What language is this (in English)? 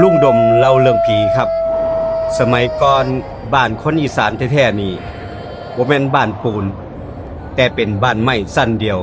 Northeastern Thai